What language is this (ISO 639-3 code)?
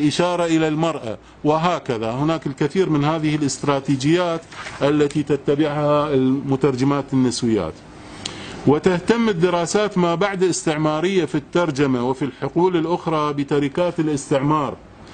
ara